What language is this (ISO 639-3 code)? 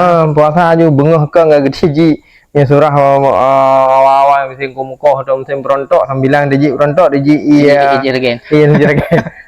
ace